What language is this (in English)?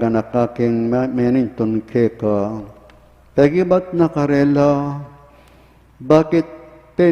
Pampanga